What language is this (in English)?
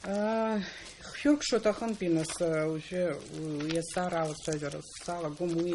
Abkhazian